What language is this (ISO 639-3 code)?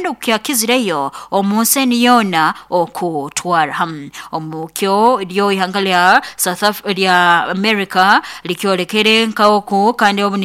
nyn